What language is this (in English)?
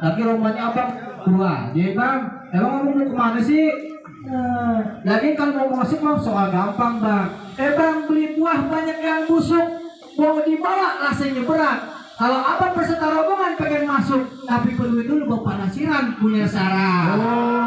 Betawi